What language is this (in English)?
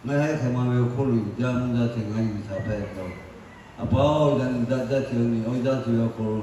Lahu